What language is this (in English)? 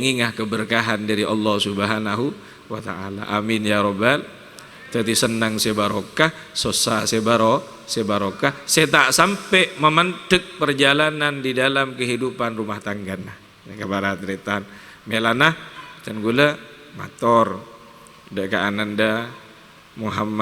Madurese